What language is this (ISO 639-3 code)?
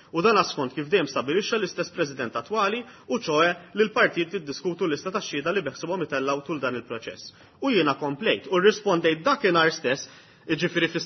mlt